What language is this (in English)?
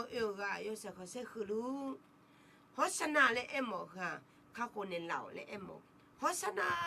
Akha